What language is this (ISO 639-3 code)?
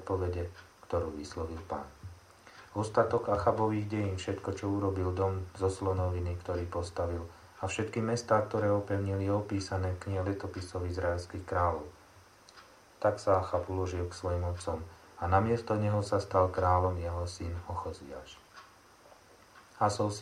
slk